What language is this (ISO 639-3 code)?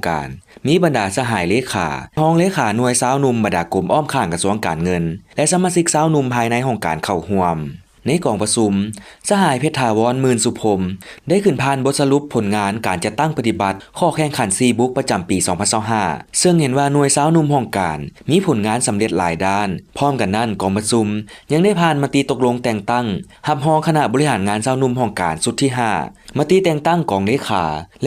lao